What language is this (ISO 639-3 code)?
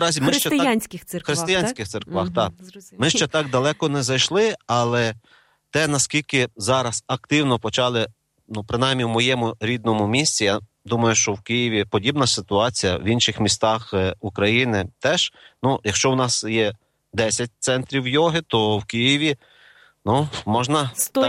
ukr